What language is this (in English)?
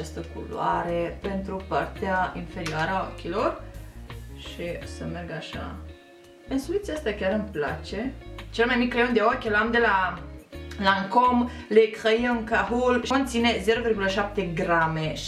Romanian